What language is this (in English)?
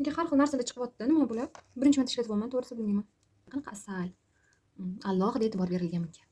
Uzbek